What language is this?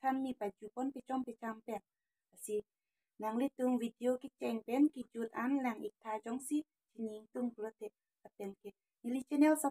Karbi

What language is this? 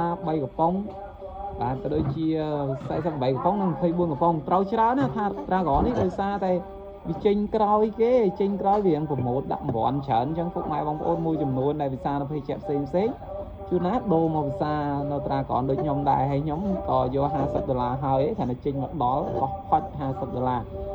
Khmer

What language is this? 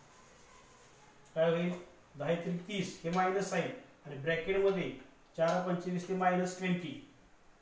Marathi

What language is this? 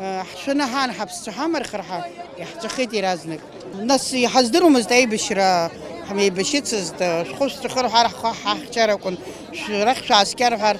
Abkhazian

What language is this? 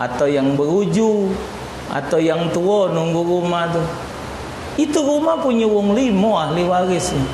Musi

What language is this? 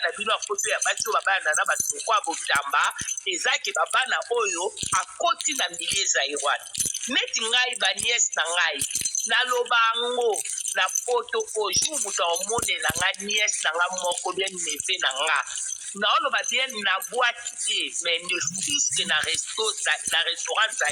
Lingala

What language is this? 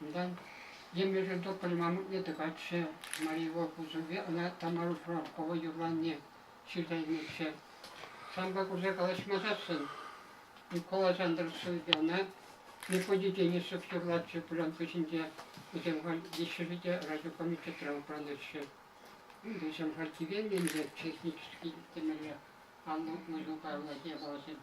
Chuvash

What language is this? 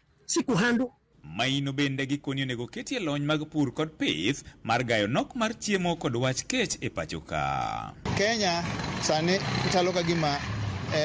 Luo (Kenya and Tanzania)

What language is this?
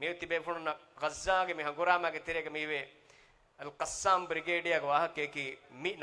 Divehi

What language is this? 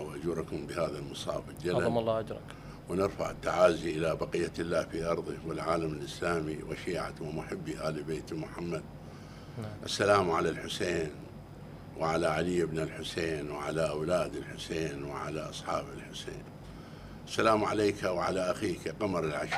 Mesopotamian Arabic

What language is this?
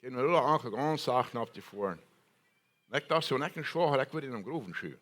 Plautdietsch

